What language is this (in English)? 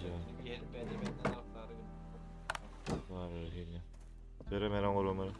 Yakut